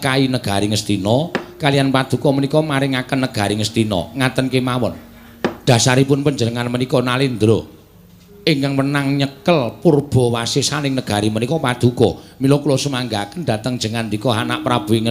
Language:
Javanese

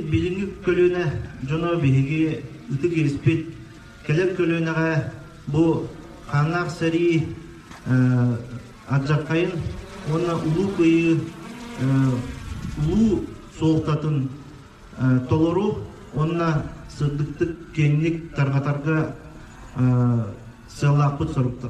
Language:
Yakut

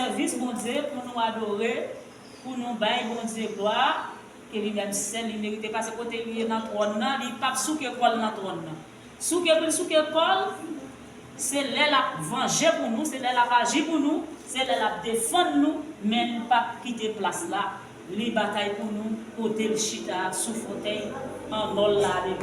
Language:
Haitian Creole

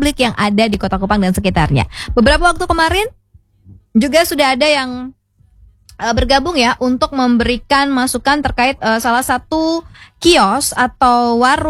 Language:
Indonesian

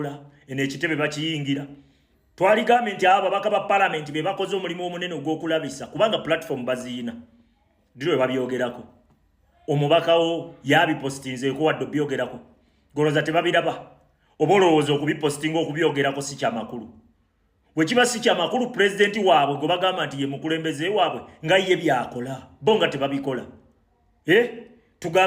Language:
Ganda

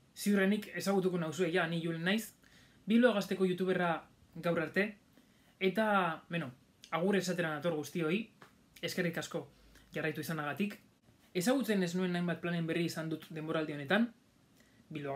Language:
Basque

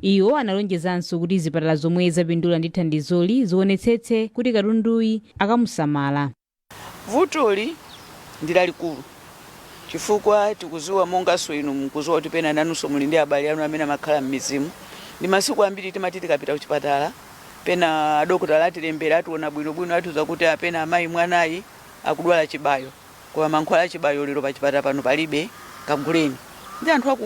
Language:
Nyanja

